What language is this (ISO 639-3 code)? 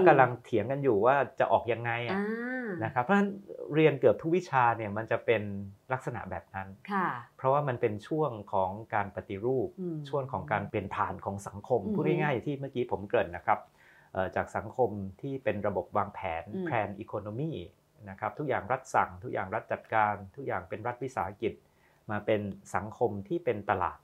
tha